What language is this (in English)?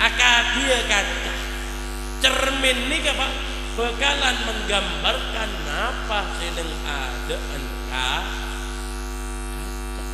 Madurese